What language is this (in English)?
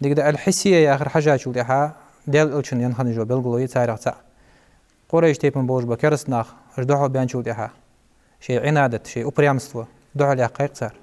Ingush